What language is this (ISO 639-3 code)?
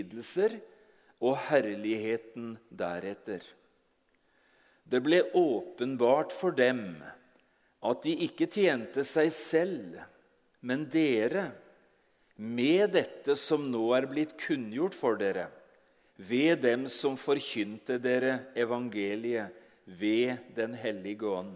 nor